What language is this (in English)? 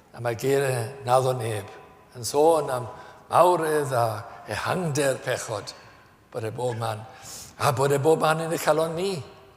Welsh